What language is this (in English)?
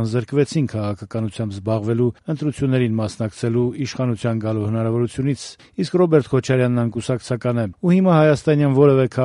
Armenian